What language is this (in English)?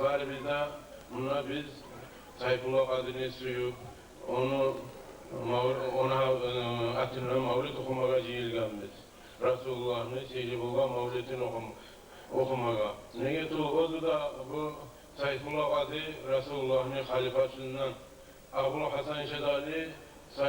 Kumyk